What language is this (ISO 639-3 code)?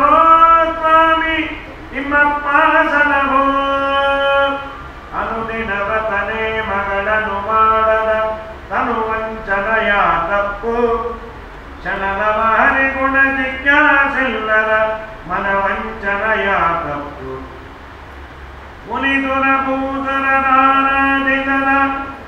kan